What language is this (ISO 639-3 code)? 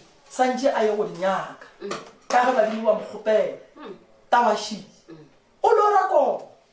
nso